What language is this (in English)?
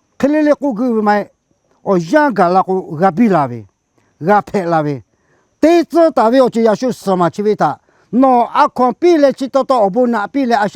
Lahu